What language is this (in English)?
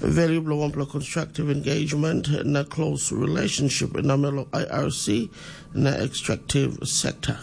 Tok Pisin